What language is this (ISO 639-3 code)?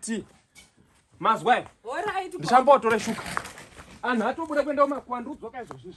sna